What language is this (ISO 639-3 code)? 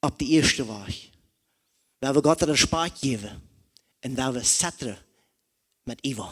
pdt